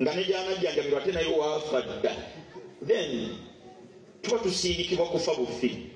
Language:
Ganda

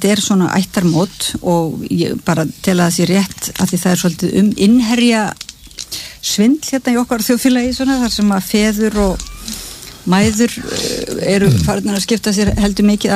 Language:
Icelandic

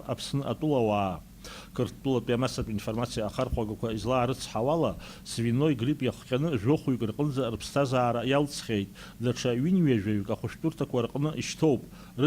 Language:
Abkhazian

